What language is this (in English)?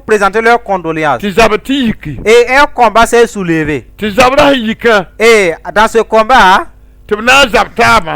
Mossi